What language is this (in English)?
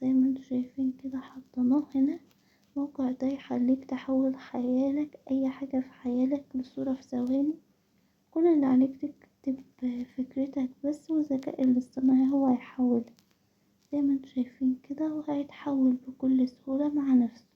Egyptian Arabic